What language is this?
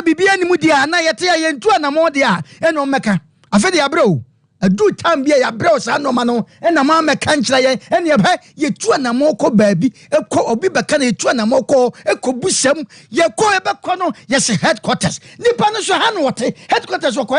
Akan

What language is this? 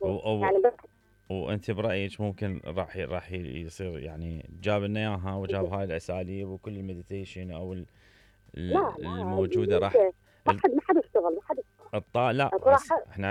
Mesopotamian Arabic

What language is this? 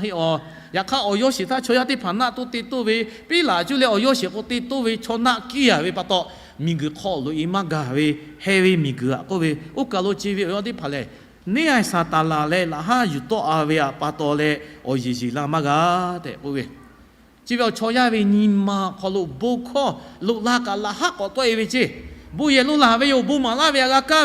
Lahu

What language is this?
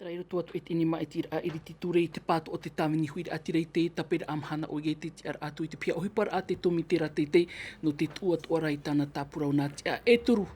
Tahitian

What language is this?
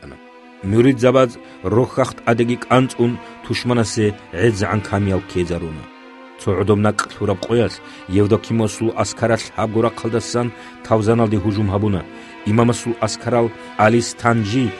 Avaric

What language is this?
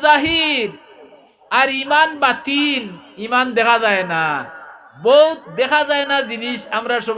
Sylheti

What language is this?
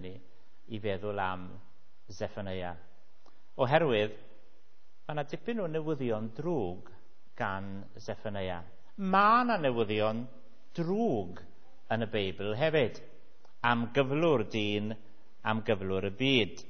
Welsh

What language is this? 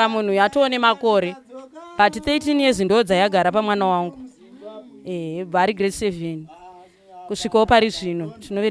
Shona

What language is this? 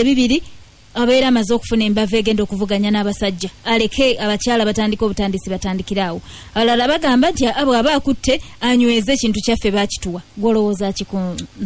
Ganda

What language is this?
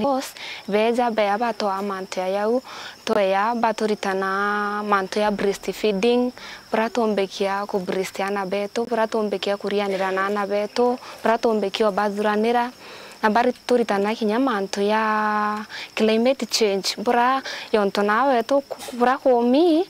Meru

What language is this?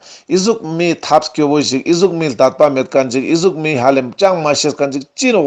Ladakhi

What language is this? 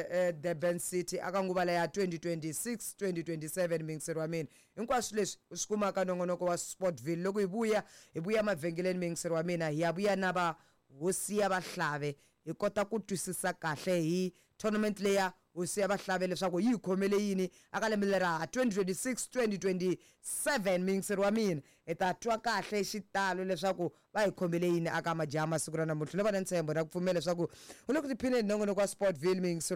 Tsonga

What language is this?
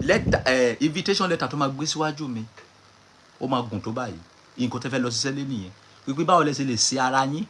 Yoruba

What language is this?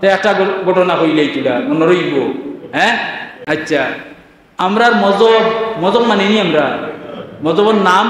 Sylheti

